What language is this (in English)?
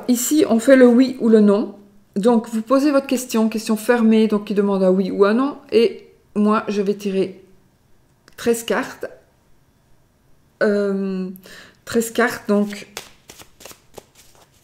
French